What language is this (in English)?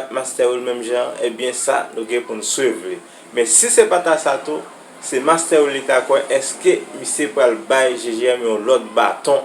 Haitian Creole